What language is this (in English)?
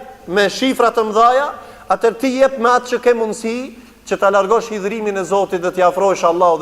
Albanian